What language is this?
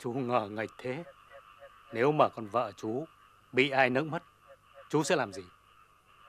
Vietnamese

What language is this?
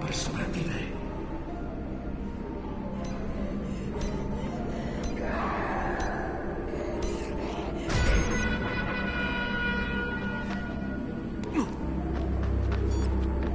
Italian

